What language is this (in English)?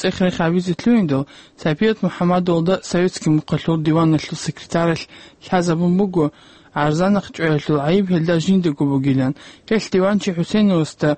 Avaric